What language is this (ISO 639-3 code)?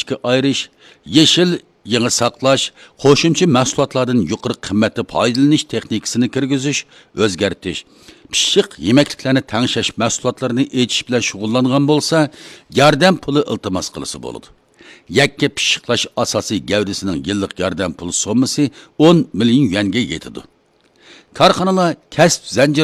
uig